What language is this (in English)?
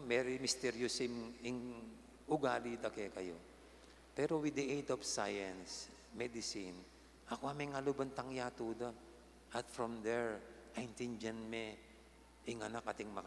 Pampanga